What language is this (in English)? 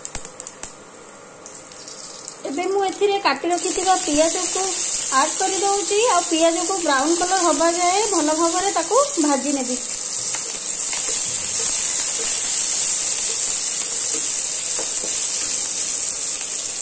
Odia